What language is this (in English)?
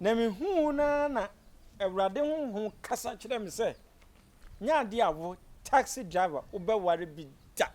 Akan